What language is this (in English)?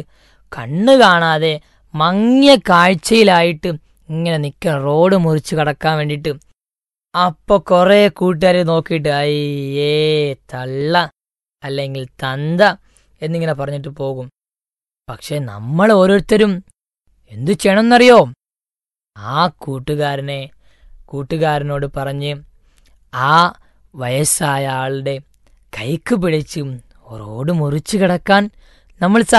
Malayalam